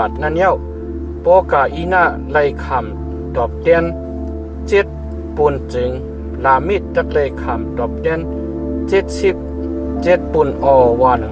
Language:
Shan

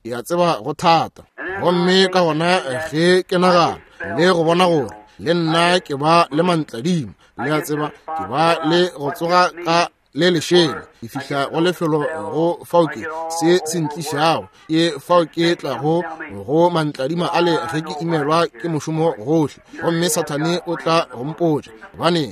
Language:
Northern Sotho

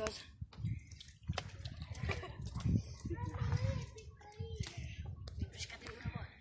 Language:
Italian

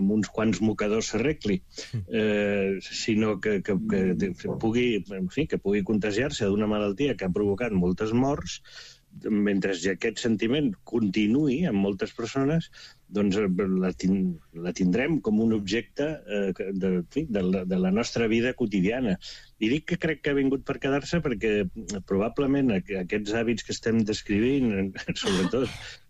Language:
Catalan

